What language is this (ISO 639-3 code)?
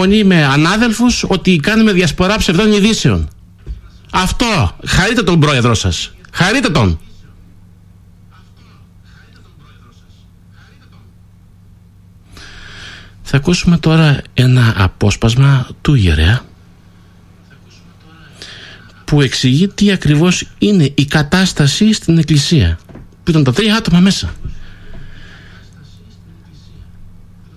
ell